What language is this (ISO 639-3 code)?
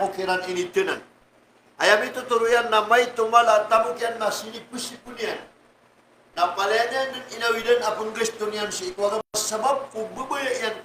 mrw